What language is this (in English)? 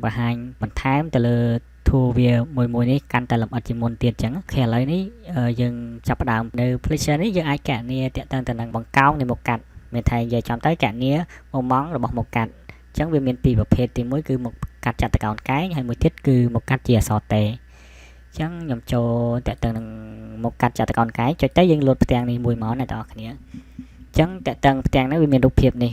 Khmer